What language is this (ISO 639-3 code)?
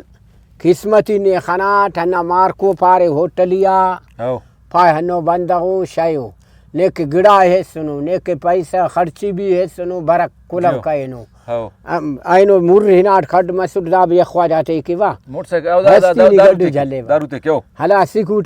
brh